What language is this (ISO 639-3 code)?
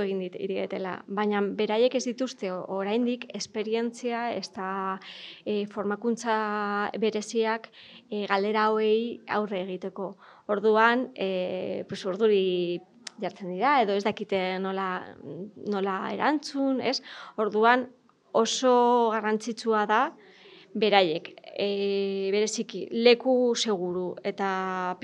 eus